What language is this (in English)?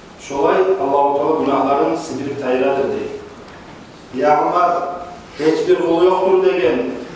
Kumyk